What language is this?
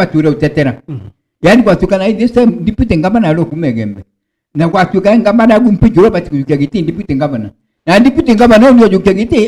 Meru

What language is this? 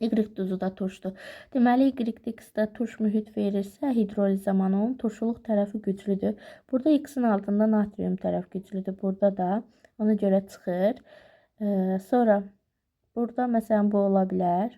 Azerbaijani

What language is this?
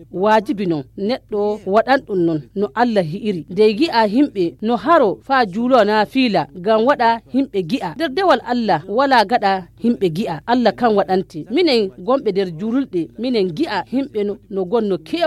Fula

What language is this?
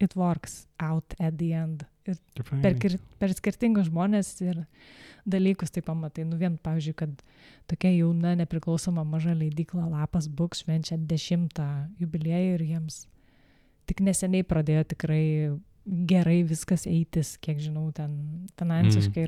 Lithuanian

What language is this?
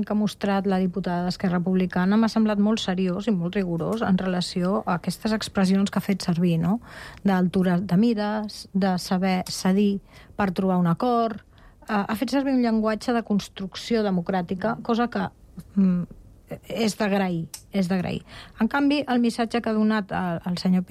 Catalan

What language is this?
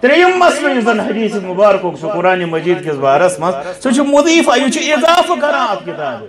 Kashmiri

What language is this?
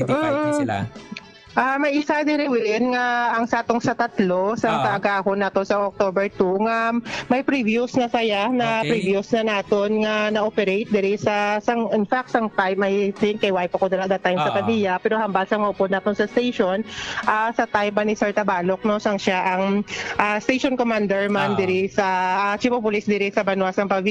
Hiligaynon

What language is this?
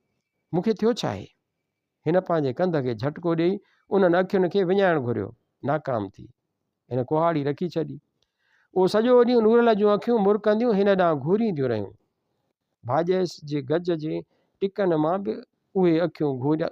Sindhi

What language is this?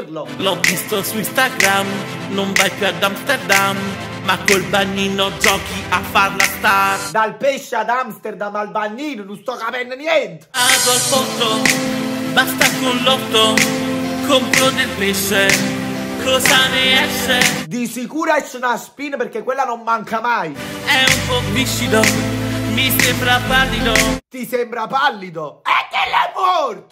Italian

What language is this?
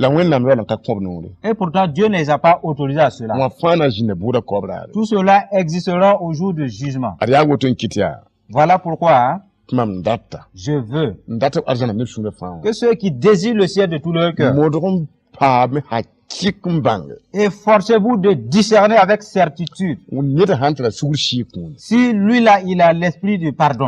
Mossi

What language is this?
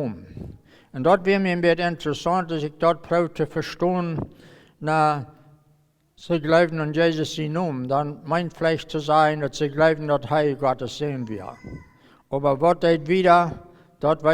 Plautdietsch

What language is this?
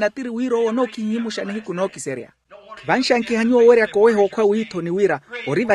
Makhuwa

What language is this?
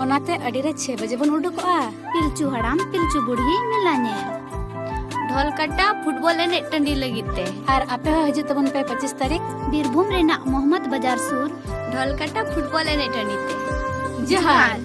Santali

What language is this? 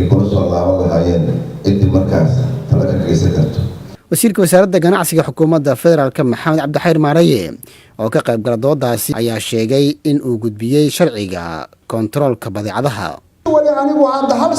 Somali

